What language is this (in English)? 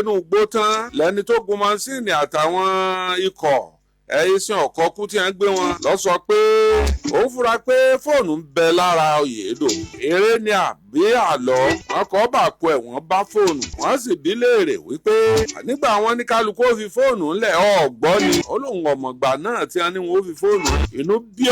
Yoruba